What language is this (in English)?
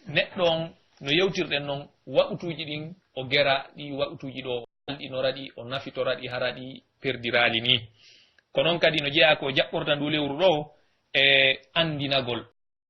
Pular